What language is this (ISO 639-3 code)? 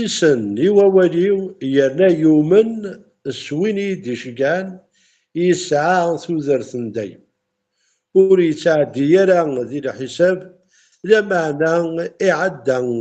kab